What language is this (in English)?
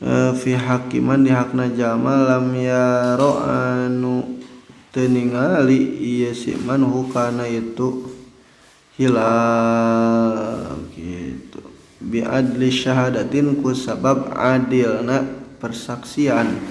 Sundanese